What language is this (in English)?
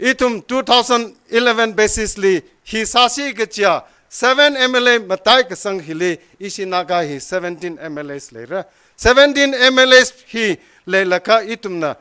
Tangkhul Naga (India)